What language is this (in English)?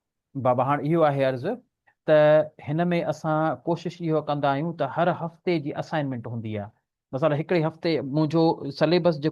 Sindhi